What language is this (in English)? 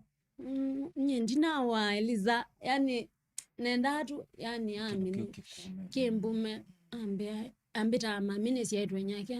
Kamba